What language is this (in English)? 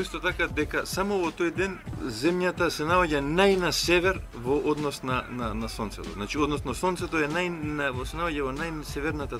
Macedonian